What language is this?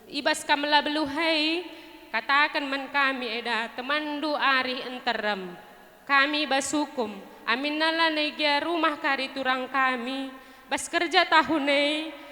Batak Karo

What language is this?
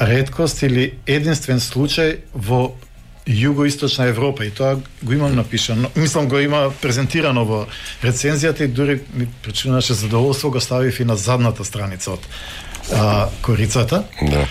Macedonian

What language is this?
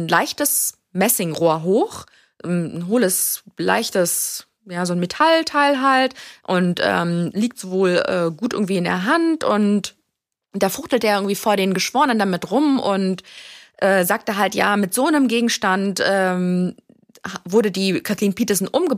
German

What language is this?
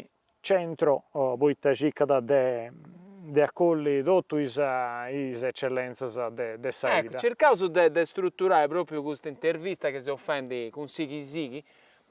Sardinian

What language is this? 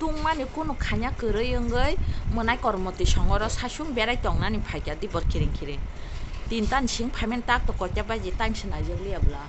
Kok Borok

